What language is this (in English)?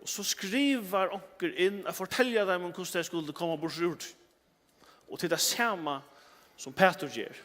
Faroese